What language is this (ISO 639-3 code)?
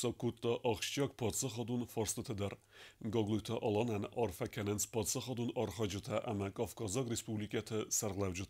oss